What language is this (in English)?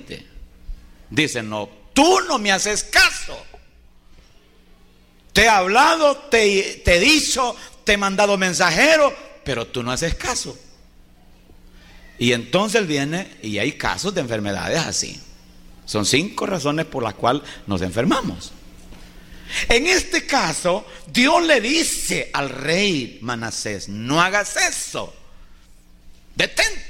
Spanish